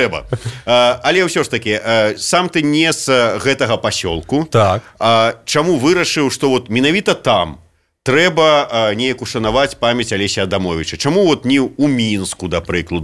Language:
Belarusian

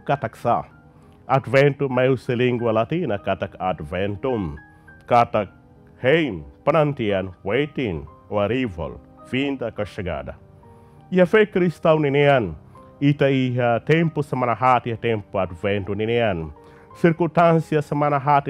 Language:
Tetum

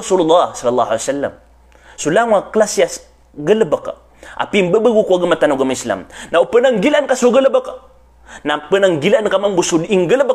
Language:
Maranao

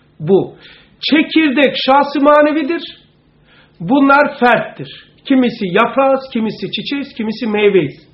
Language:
Turkish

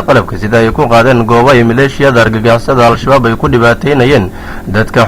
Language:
Somali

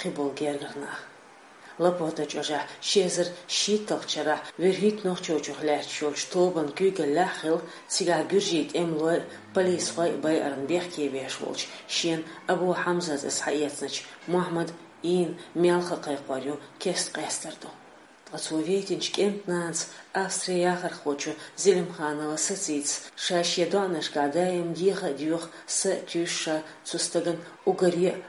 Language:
Chechen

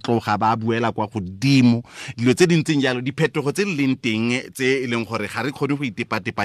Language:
Tswana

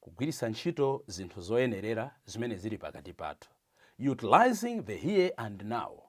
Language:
Nyanja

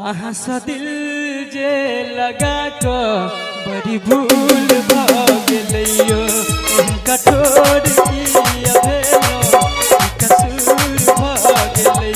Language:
Maithili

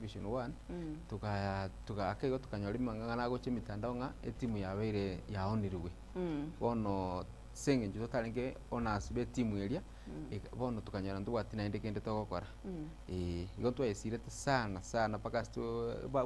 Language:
Gusii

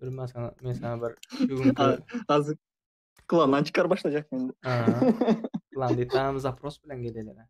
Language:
Turkmen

